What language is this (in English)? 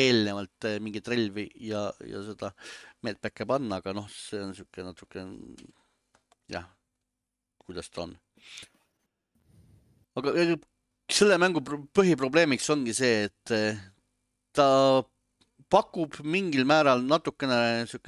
Estonian